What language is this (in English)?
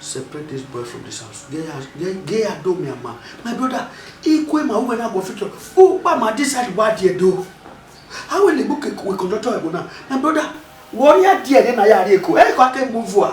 Bini